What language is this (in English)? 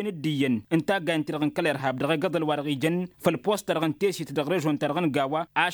Tamasheq